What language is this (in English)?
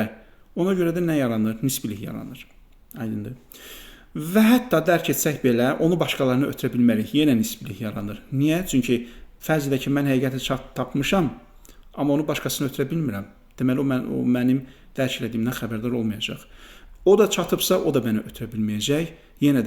Azerbaijani